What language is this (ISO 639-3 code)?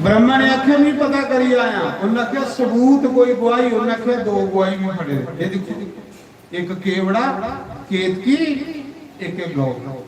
doi